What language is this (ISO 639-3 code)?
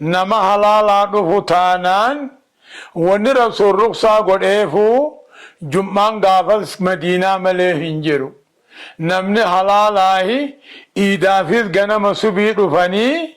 orm